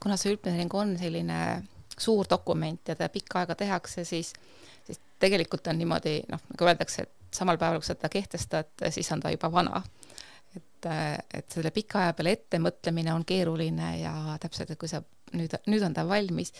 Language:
Estonian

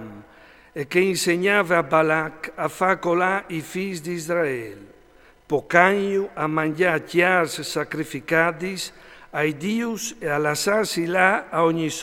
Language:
Friulian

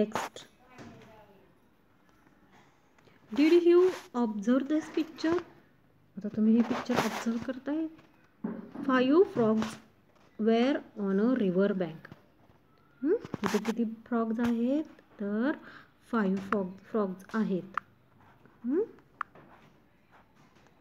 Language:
Marathi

